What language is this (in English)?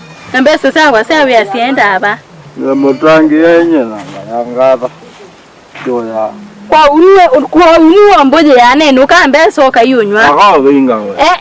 Kamba